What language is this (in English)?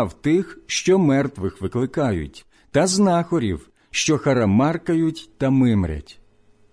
Ukrainian